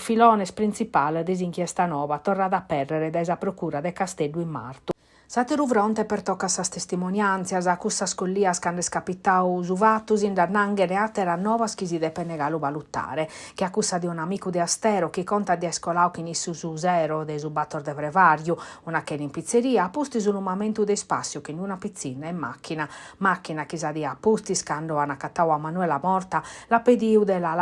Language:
Sardinian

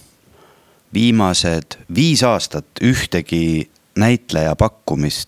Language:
Estonian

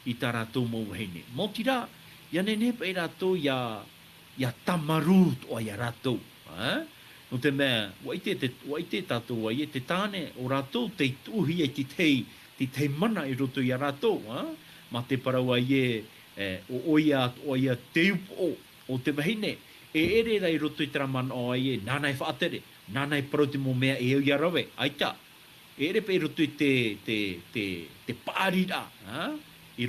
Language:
Tahitian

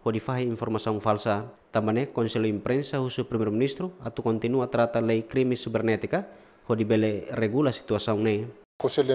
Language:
Tetum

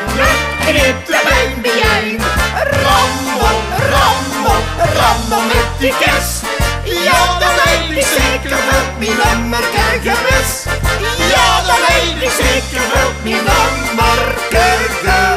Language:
Limburgish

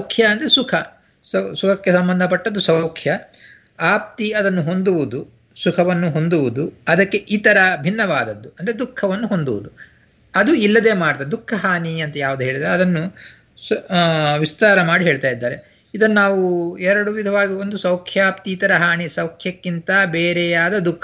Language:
Kannada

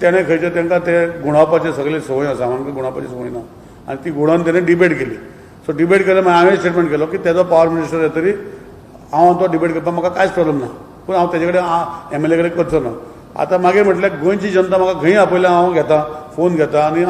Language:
Konkani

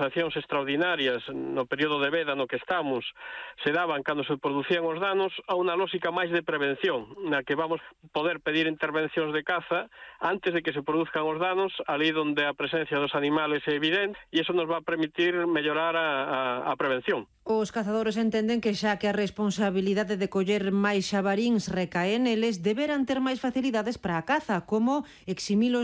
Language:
Galician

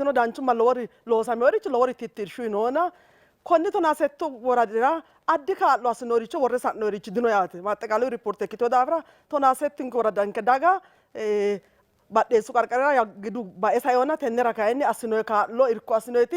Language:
Sidamo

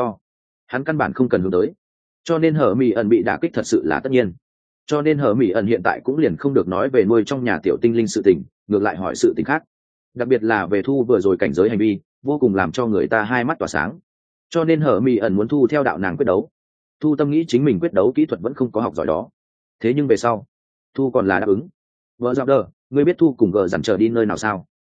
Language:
Vietnamese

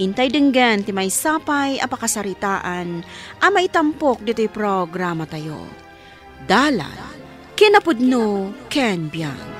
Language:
Iloko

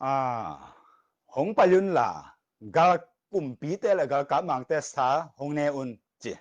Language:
Tedim Chin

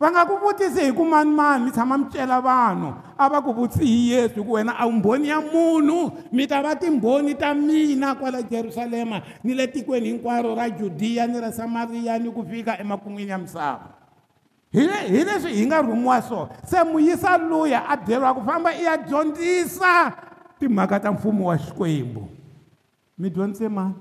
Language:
Tsonga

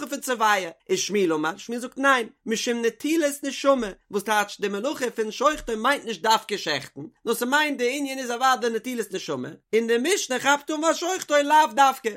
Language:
Yiddish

